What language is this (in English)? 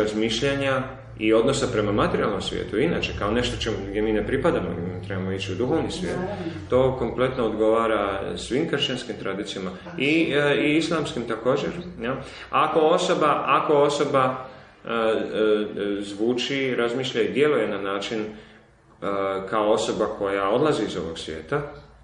Croatian